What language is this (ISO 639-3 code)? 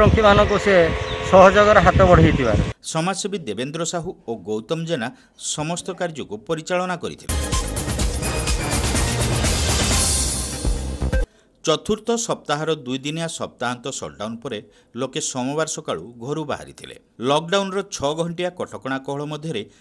ori